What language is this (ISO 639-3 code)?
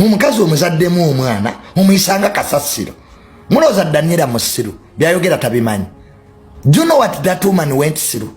lug